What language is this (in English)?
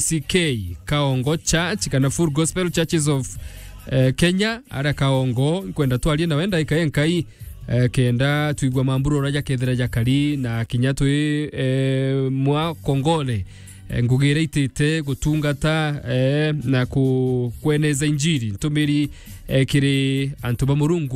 Meru